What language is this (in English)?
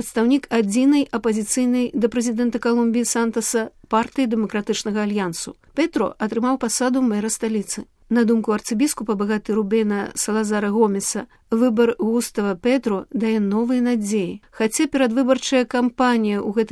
Belarusian